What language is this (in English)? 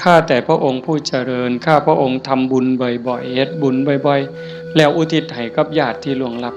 Northeastern Thai